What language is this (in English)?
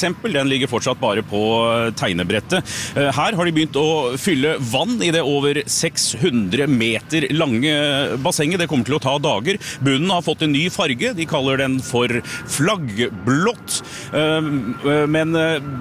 Norwegian